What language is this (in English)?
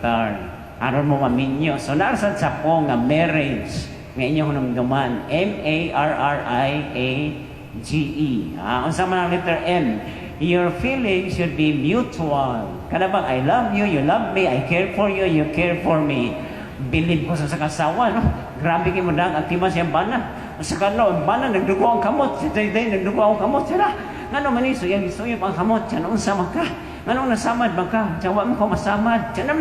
Cebuano